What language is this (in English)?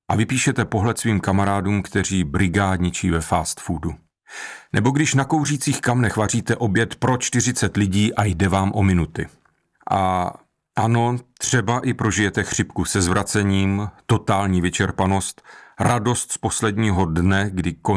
Czech